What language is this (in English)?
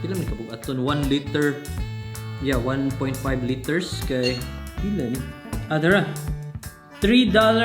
Cebuano